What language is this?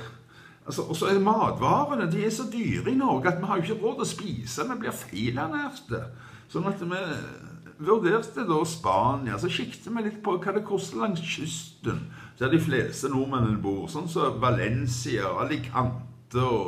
Norwegian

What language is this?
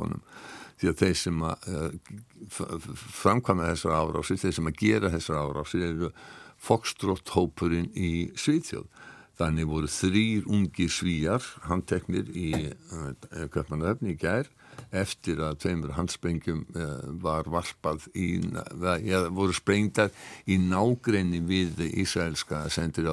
Icelandic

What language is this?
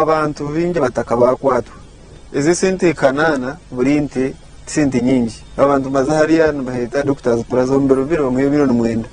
Nyankole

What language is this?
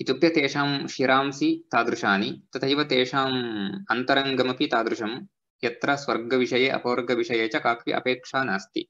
Sanskrit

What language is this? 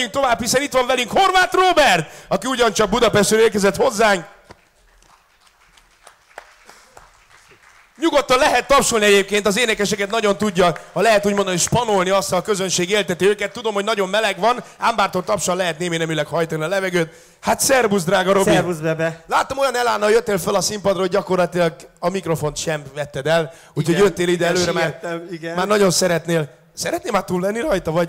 Hungarian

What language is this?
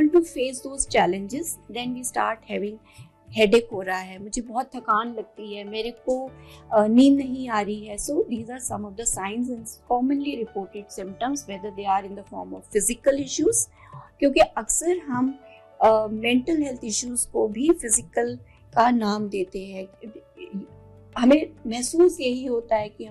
Hindi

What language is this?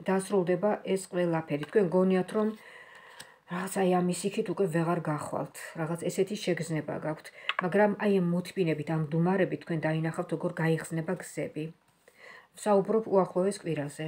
Georgian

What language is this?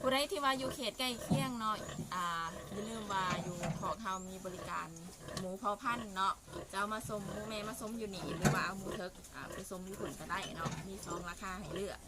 Lao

